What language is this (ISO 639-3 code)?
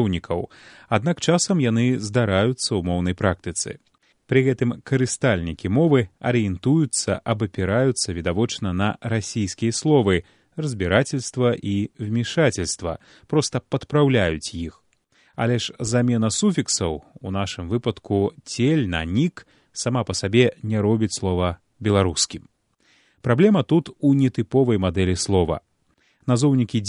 bel